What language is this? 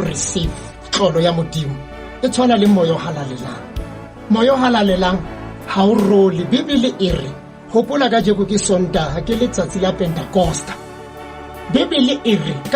Southern Sotho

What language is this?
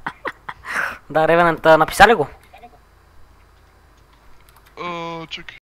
Bulgarian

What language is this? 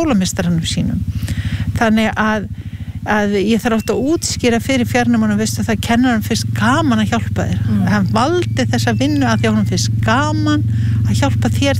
Icelandic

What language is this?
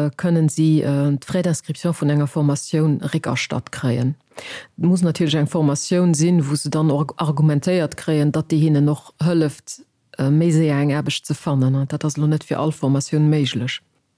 Luxembourgish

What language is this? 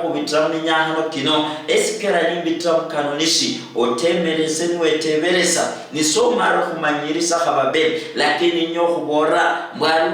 Luyia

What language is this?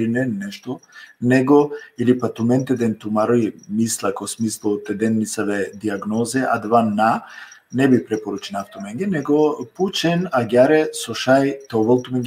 Balkan Romani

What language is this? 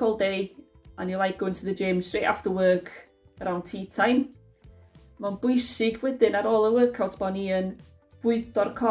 Welsh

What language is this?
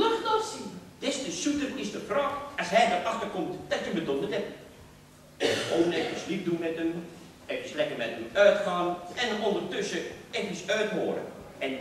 Dutch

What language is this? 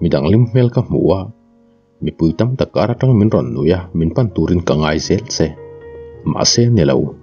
Mizo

